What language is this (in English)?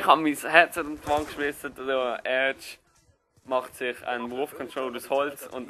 Swiss German